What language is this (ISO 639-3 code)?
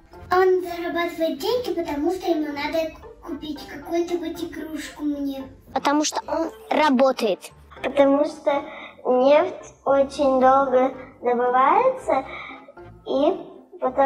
rus